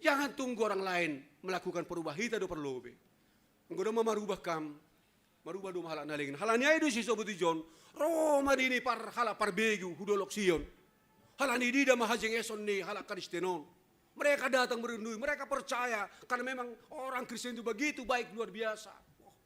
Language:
Batak Simalungun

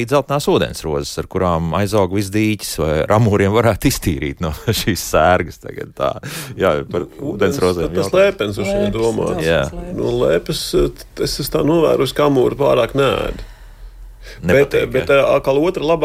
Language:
Latvian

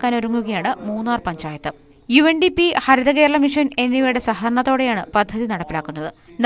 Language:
Malayalam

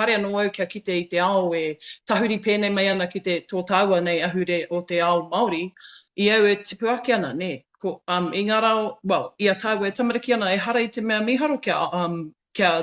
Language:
Māori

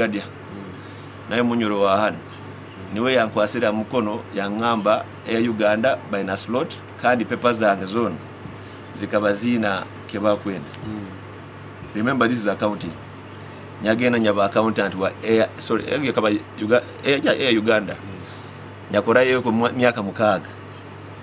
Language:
Nyoro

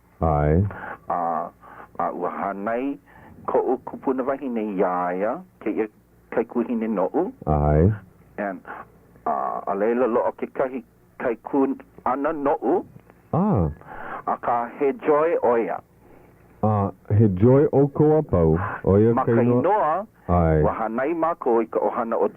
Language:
Hawaiian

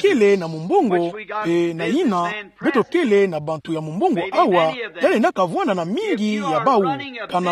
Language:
Kituba (Democratic Republic of Congo)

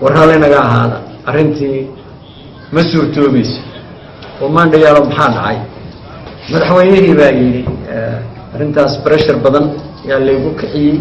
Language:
Somali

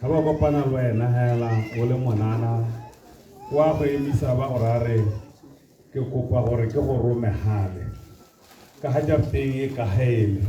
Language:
Tswana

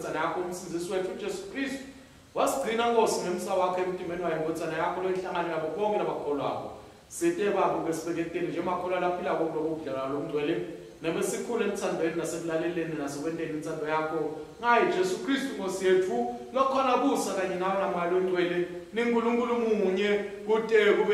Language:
Swati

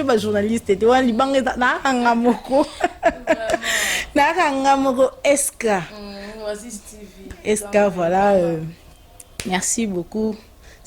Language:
Lingala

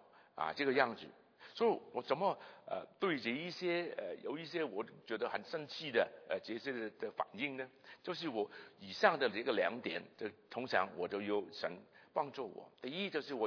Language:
Chinese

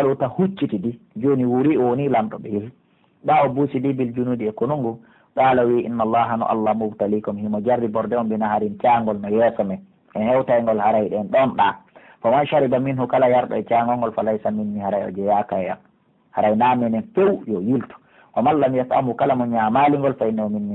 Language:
Pular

